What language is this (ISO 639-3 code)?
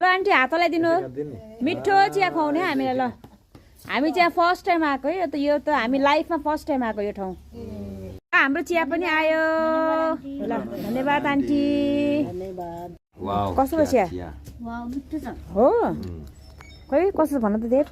nep